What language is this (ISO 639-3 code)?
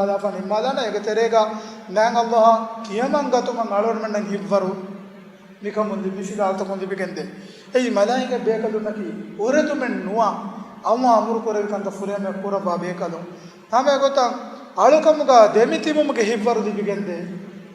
div